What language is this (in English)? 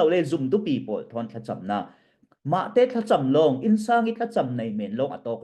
Falam Chin